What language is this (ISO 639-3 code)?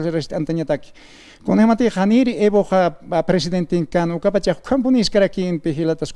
aym